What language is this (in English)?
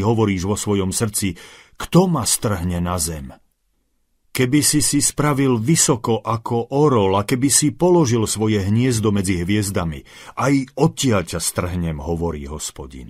Slovak